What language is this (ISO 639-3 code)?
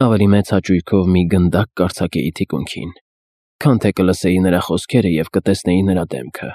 hye